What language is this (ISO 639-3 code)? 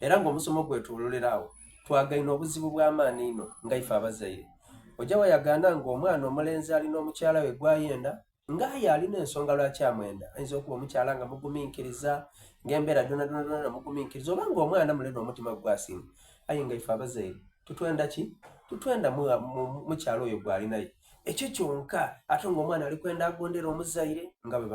xog